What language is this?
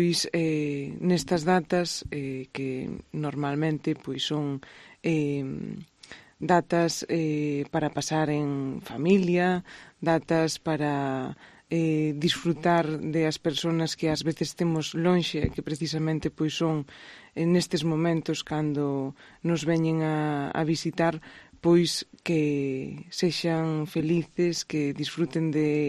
Galician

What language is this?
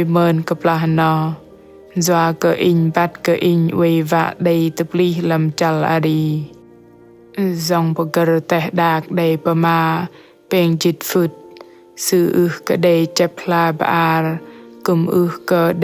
Bahnar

